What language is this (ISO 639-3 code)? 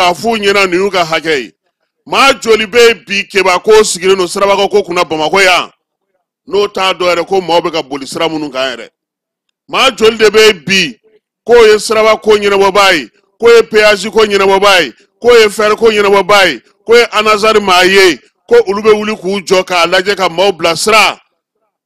bam